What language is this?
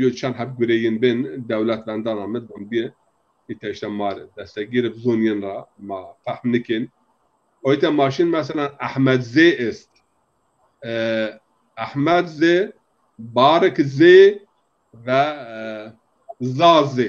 Zaza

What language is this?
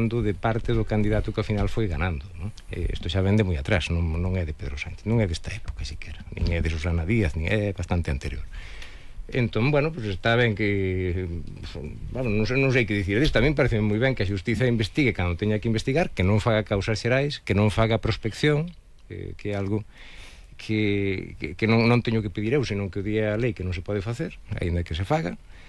Galician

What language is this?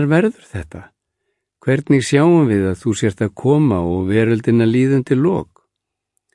Icelandic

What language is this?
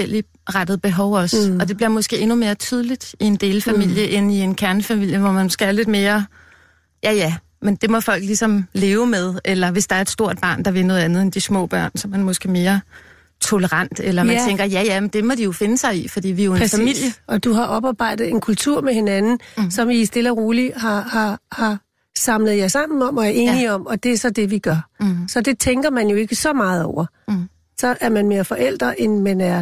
Danish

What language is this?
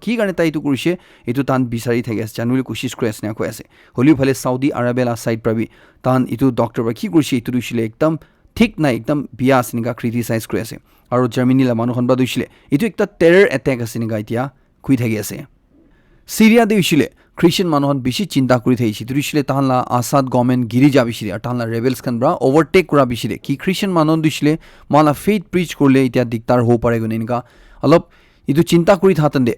Naga Pidgin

